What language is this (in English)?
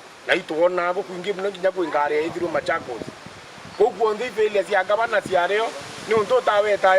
Meru